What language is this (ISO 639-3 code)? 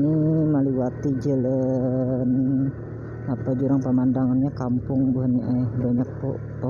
bjn